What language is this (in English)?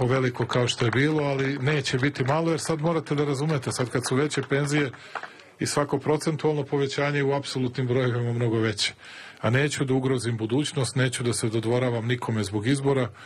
Serbian